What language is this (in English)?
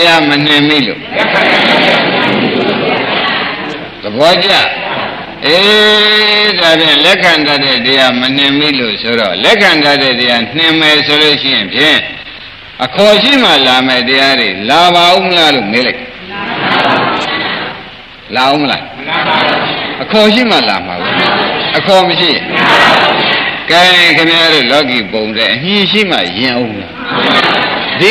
Burmese